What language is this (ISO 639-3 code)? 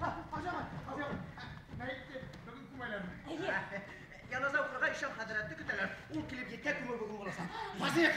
bak